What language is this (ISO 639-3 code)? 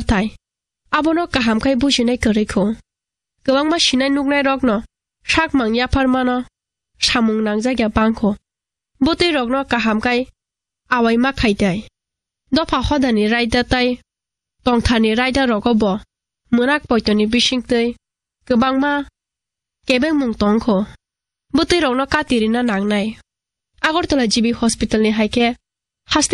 trp